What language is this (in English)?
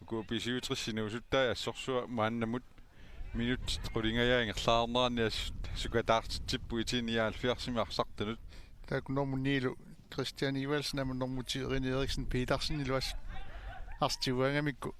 Kalaallisut